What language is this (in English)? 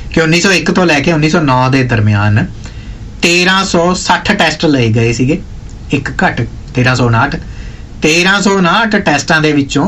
Punjabi